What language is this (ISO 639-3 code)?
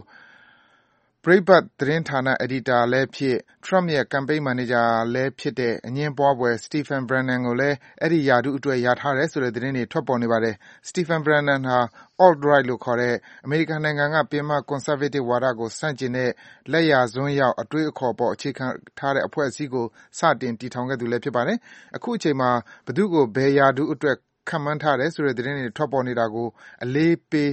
mya